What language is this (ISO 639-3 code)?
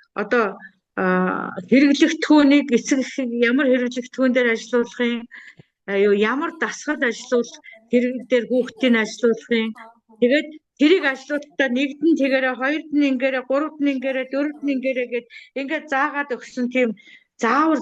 mon